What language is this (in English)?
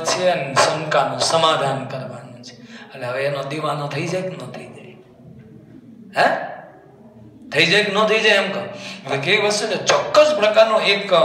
Gujarati